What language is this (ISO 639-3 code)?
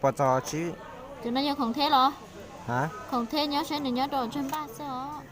hmn